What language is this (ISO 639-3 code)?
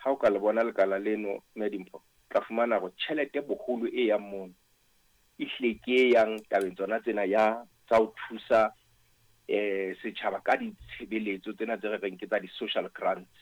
sot